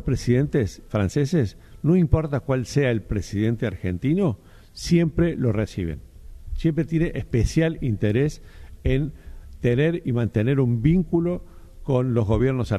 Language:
Spanish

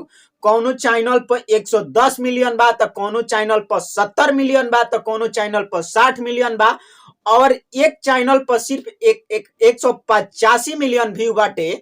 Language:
Bhojpuri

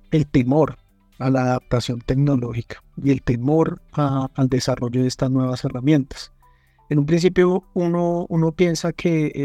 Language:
Spanish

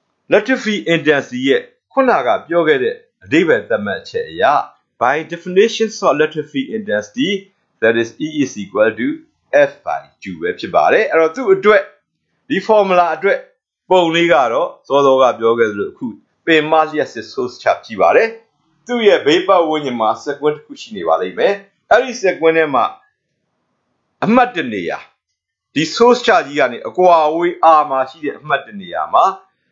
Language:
Burmese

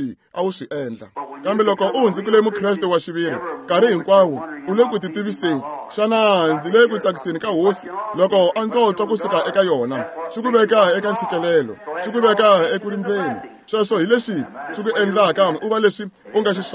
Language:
Tsonga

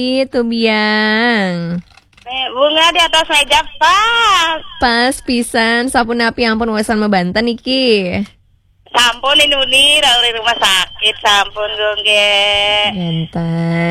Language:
Balinese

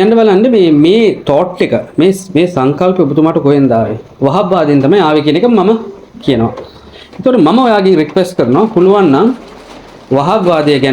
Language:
Sinhala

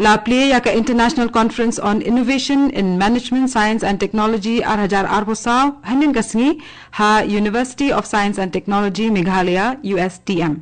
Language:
Khasi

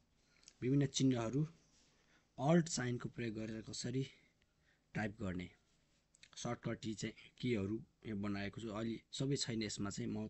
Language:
Nepali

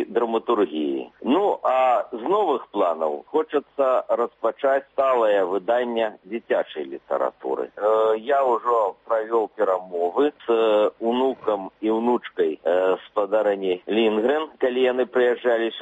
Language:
Belarusian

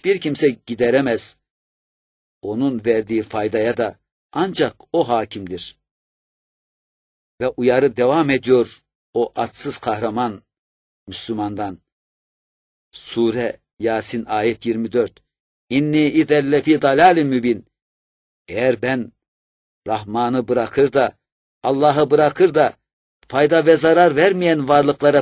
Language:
Turkish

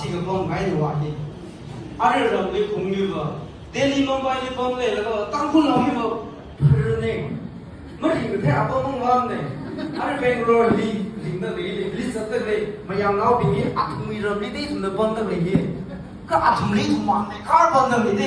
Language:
Tangkhul Naga (India)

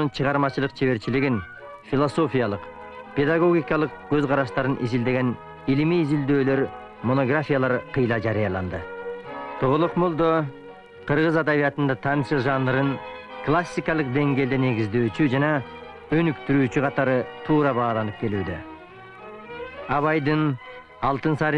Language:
Kyrgyz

